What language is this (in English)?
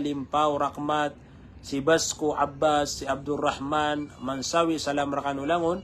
Maranao